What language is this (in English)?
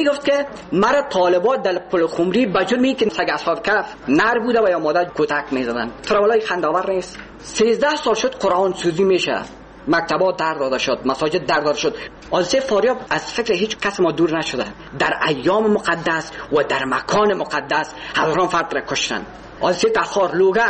Persian